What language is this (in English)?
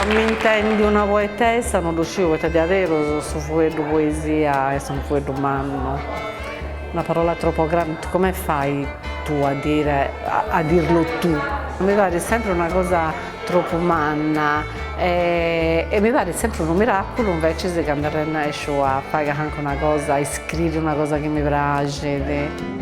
Sardinian